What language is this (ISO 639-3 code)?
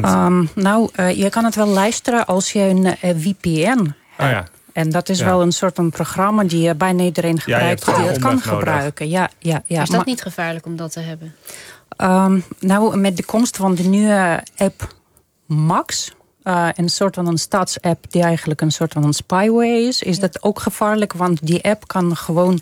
nld